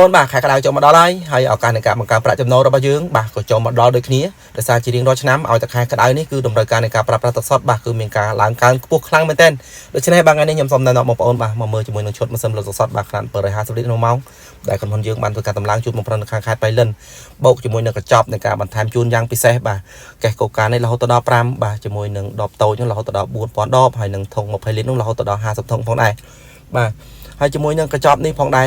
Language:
Khmer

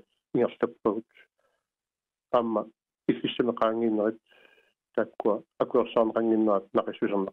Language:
Kalaallisut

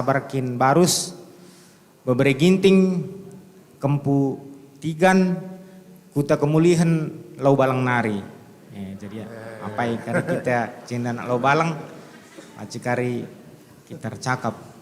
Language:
Batak Karo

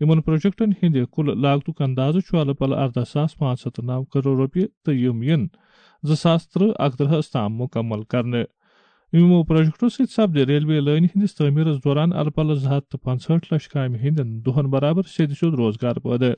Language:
Kashmiri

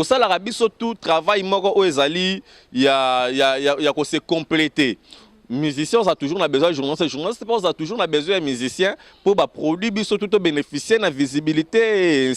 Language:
Lingala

